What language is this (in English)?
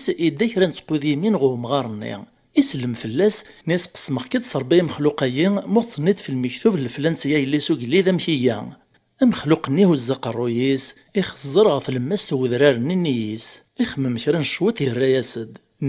Kabyle